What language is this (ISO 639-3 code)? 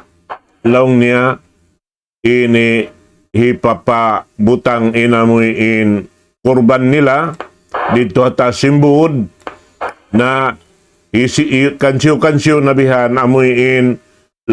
tsg